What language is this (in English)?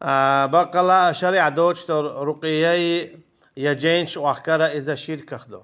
Chechen